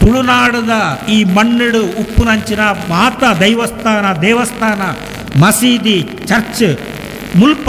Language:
Tulu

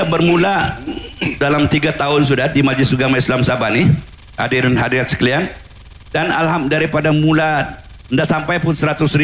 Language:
Malay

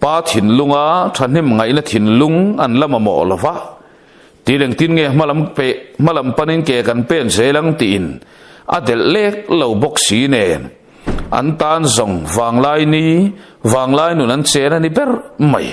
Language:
Mizo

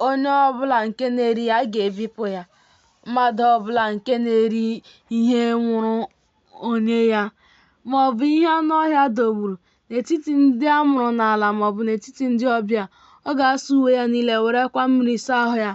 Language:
Igbo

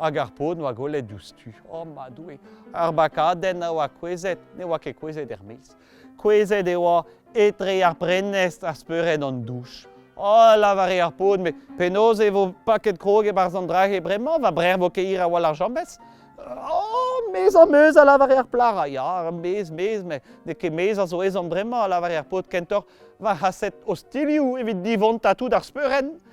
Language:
Breton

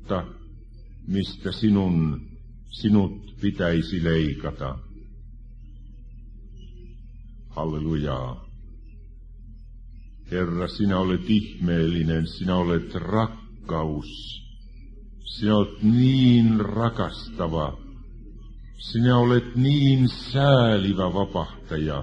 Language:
Finnish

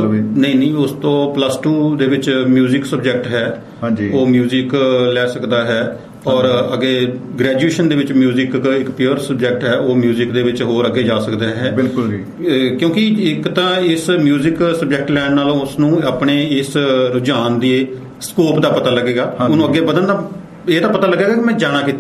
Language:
Punjabi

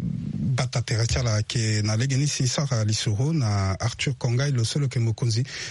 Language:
Sango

